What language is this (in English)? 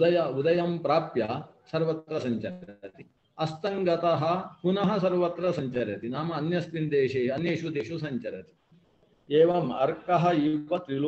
Sanskrit